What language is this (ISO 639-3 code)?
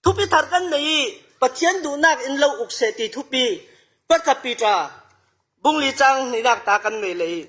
cfm